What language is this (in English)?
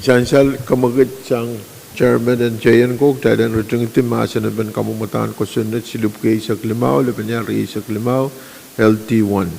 Pohnpeian